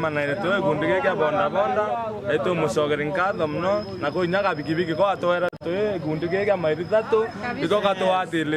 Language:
Meru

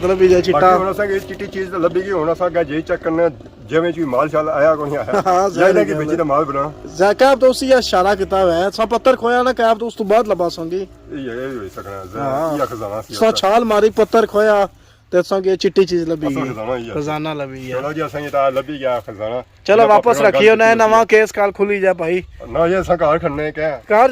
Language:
Pahari-Potwari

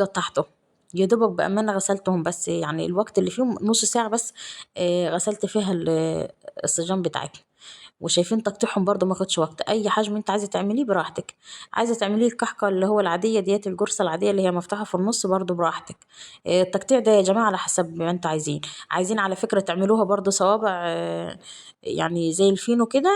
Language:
Egyptian Arabic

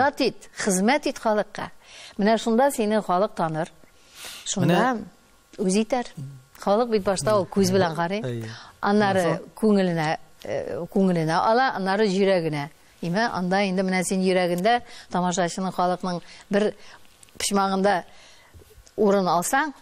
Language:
Tatar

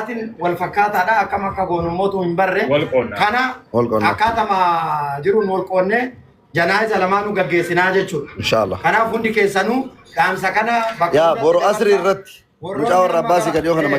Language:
Oromo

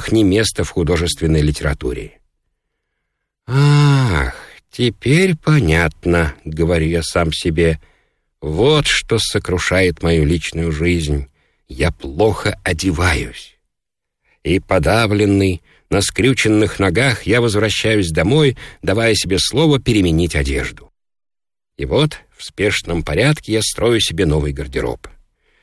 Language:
Russian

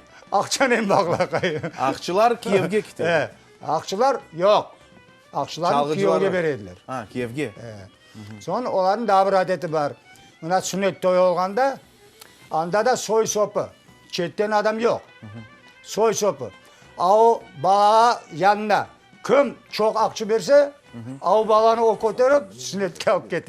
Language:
Crimean Tatar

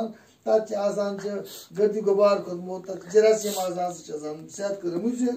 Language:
Kashmiri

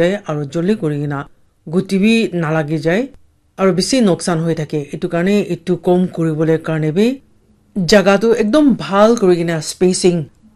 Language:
Naga Pidgin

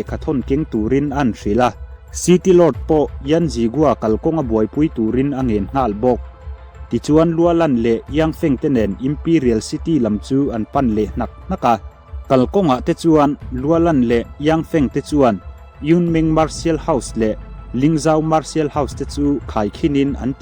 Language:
Mizo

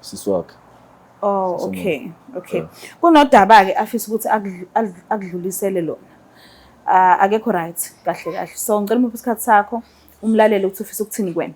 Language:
Zulu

